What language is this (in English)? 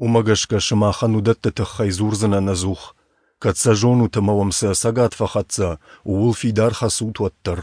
Ossetic